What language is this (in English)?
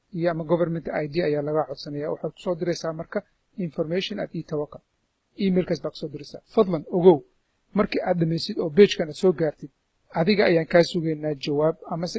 Somali